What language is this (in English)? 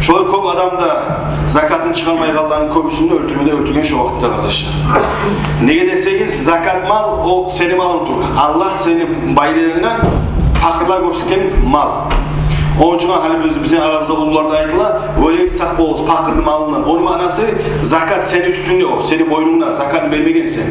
Kumyk